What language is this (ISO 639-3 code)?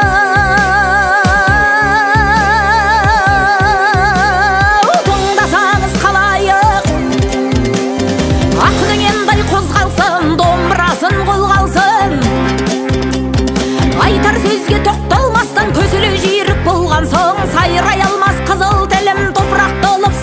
kaz